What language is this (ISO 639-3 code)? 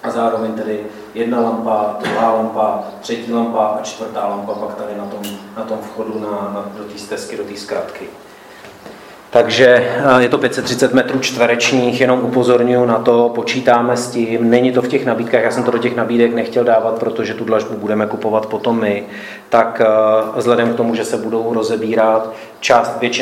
ces